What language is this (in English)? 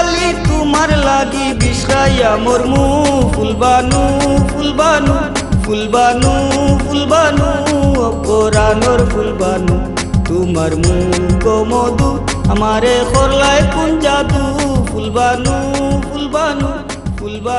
Sylheti